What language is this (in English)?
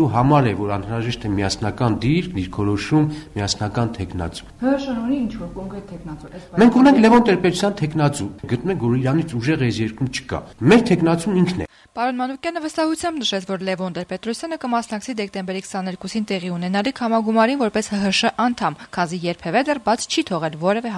Armenian